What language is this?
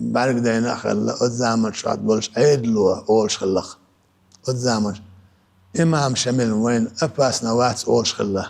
Chechen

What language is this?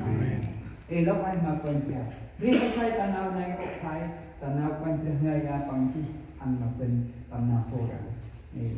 Central Mnong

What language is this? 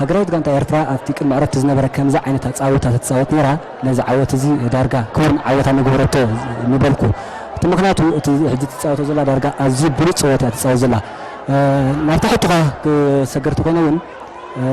Tigrinya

